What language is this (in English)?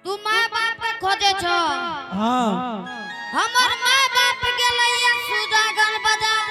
Angika